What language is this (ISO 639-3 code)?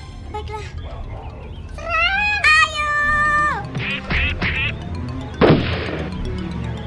ind